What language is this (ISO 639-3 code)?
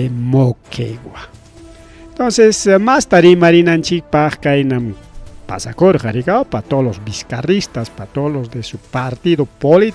quy